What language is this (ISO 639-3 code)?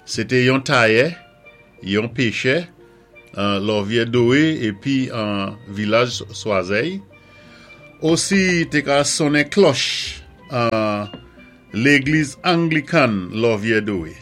acf